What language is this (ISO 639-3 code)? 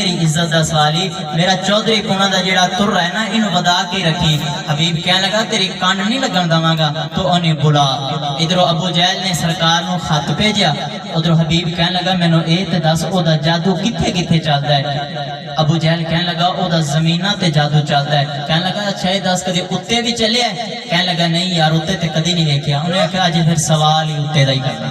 skr